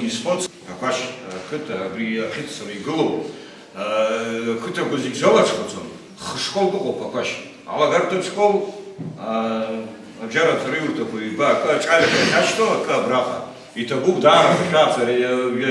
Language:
Abkhazian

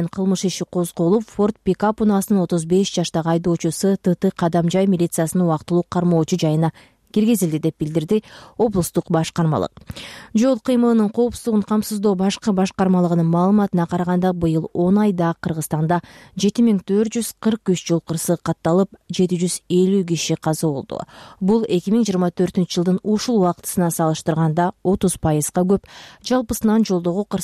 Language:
Kyrgyz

